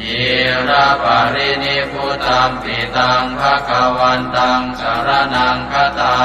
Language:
Pali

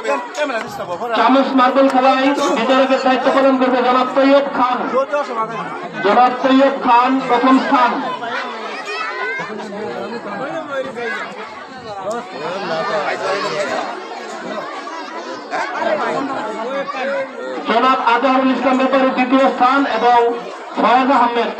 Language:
Bangla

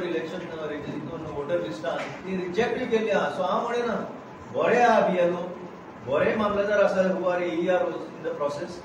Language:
Konkani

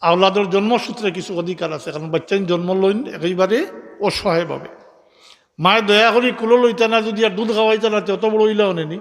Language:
Sylheti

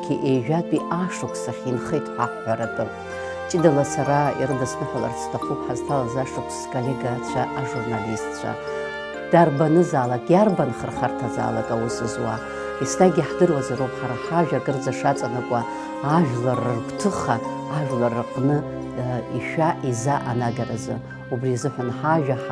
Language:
Abkhazian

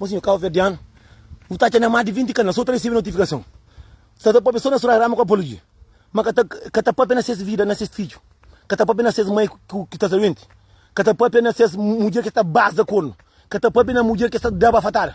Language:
Kabuverdianu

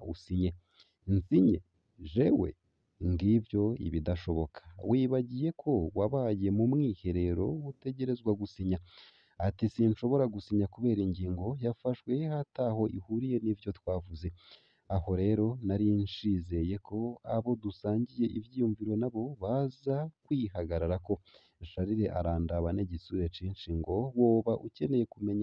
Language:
Rundi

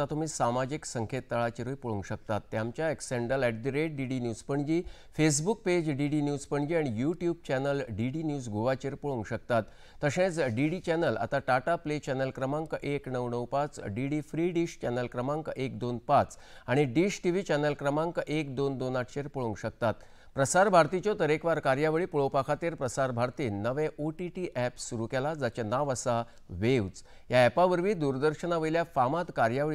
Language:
Konkani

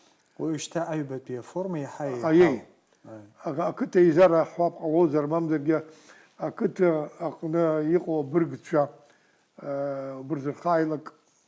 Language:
Abkhazian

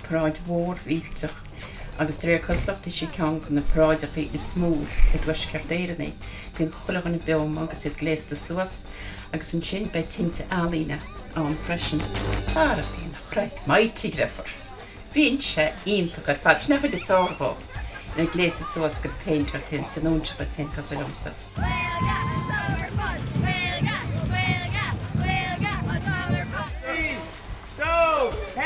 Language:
Irish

